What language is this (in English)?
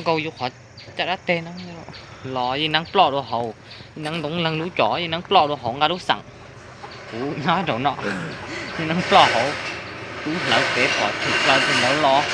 Hmong